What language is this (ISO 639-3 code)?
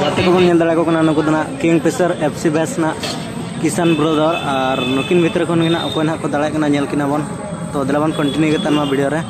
sat